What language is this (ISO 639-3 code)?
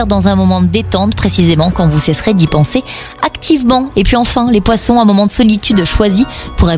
fra